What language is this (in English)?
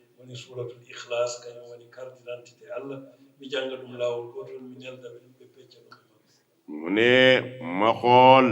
Fula